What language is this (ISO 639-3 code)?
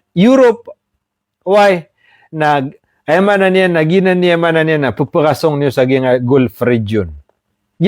mrw